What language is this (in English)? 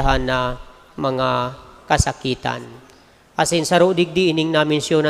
Bikol